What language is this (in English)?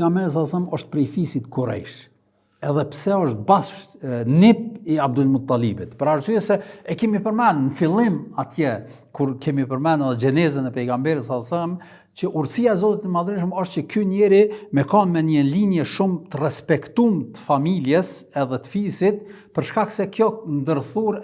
Albanian